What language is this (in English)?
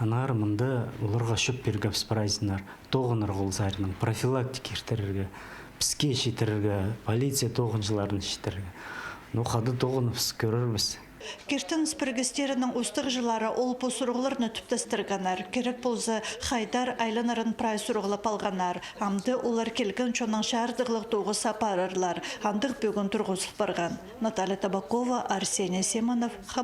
Khakas